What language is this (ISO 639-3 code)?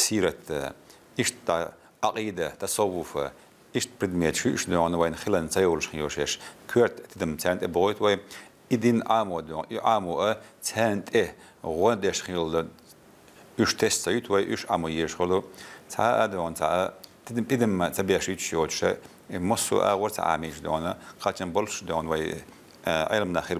che